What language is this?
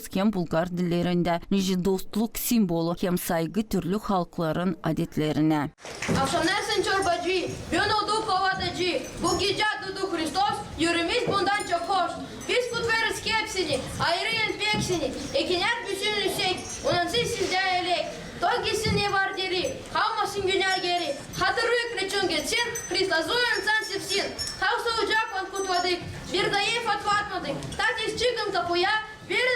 Gagauz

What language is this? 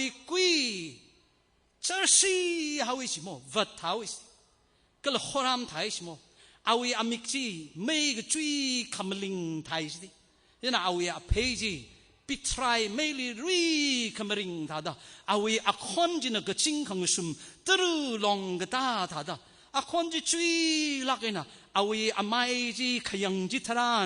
Tangkhul Naga (India)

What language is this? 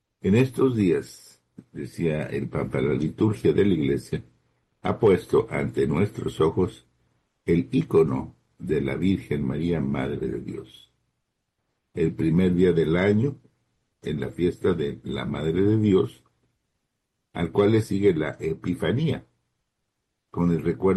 Spanish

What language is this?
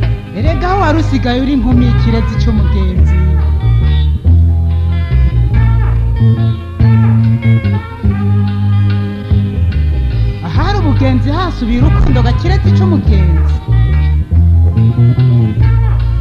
Rundi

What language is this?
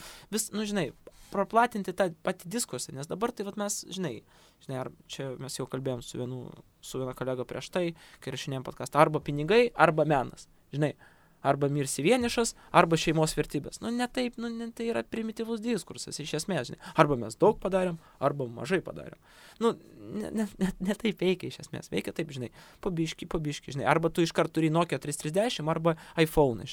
Lithuanian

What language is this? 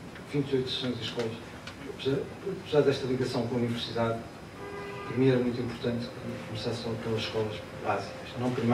Portuguese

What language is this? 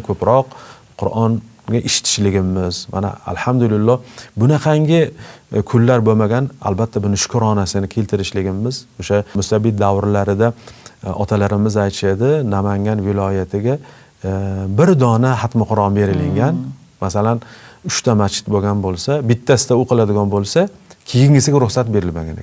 Uzbek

